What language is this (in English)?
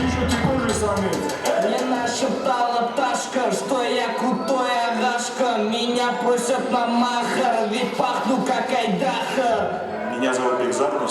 Kara-Kalpak